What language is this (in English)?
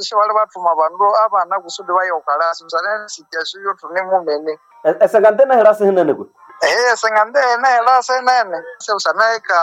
Nande